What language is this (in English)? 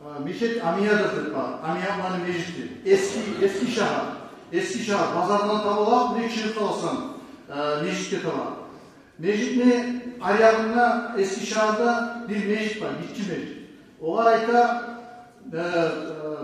Kumyk